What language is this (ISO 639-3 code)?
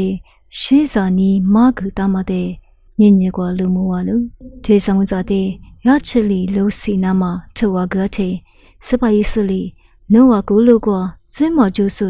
lis